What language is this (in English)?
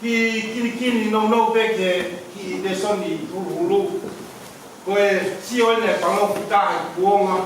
Tongan